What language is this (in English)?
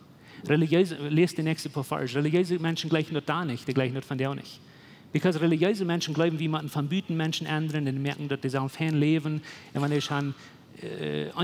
Plautdietsch